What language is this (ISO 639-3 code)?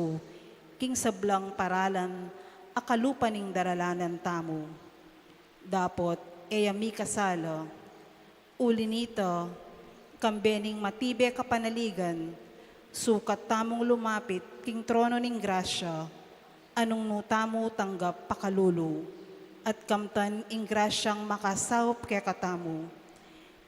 pam